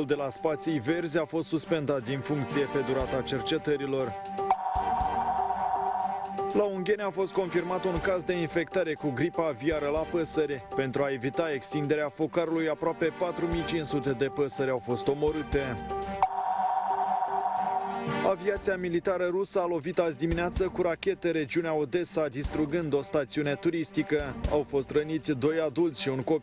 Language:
Romanian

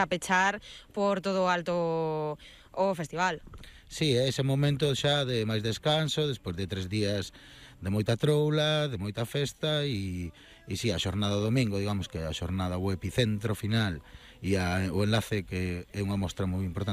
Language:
Galician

